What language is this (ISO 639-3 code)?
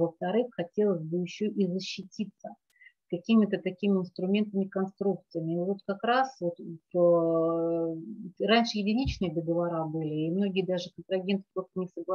rus